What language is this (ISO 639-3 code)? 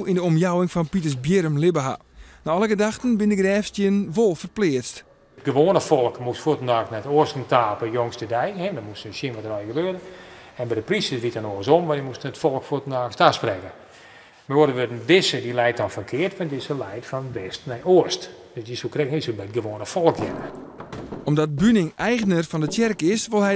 fry